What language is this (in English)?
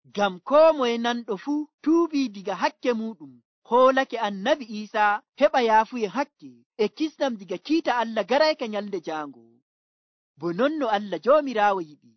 Nigerian Fulfulde